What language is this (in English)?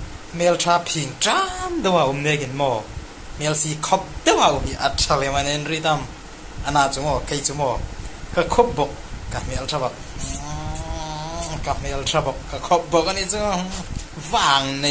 Hmar